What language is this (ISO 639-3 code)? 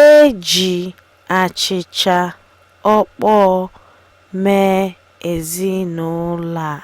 ibo